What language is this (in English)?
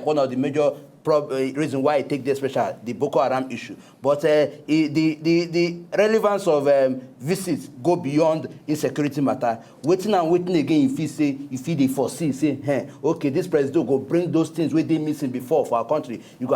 Nigerian Pidgin